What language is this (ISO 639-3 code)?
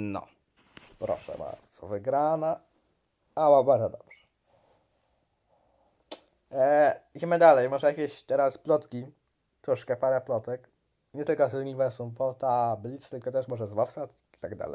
pol